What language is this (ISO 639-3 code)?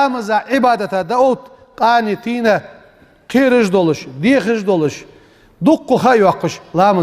inh